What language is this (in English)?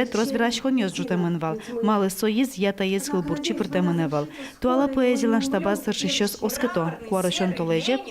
Udmurt